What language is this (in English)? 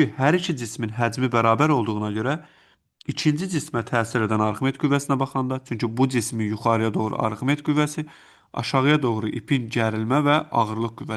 Azerbaijani